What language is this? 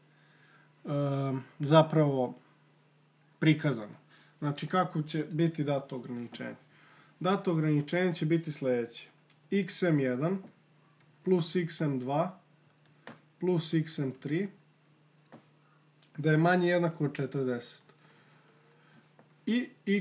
Serbian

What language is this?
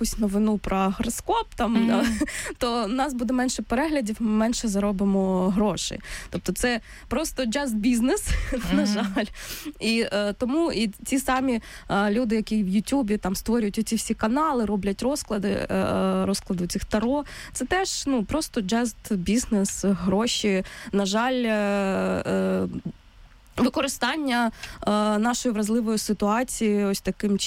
Ukrainian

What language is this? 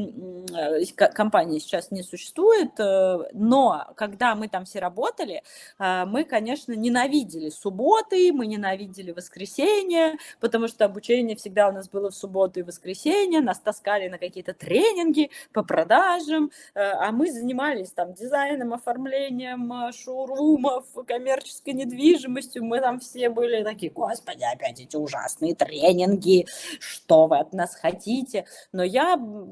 Russian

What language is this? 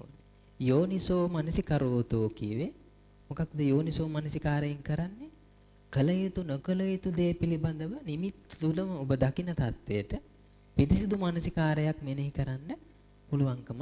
Sinhala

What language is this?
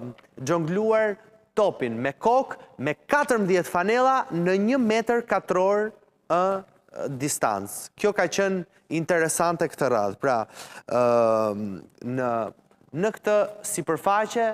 Albanian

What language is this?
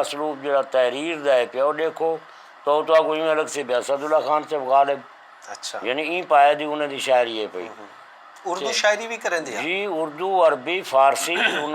Saraiki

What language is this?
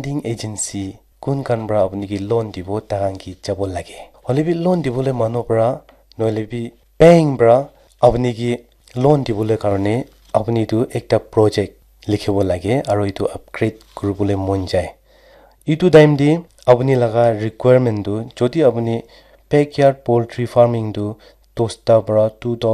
Naga Pidgin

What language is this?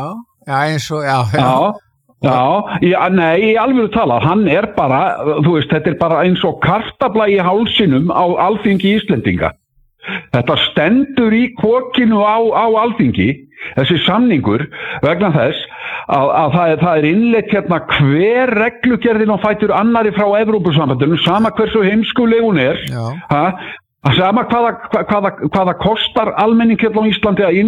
Icelandic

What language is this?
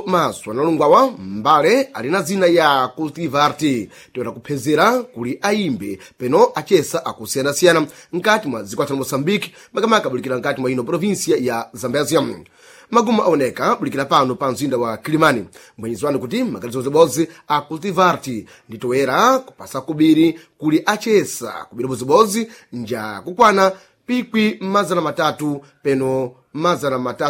Sena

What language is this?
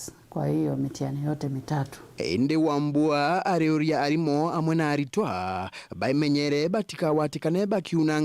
Meru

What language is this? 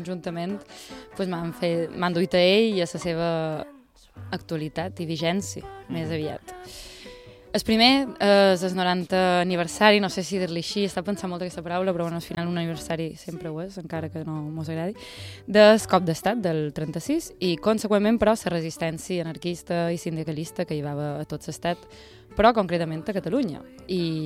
Catalan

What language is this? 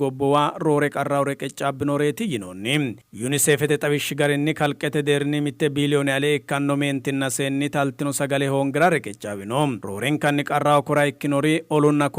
Sidamo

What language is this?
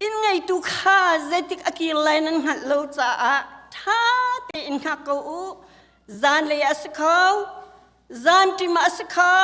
Hakha Chin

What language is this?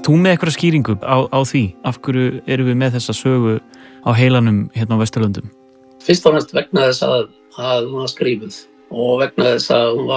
Icelandic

